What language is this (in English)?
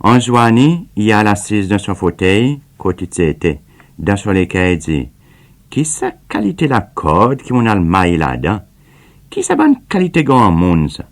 Seselwa Creole French